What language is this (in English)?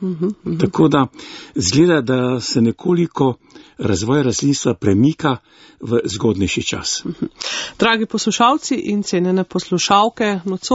Slovenian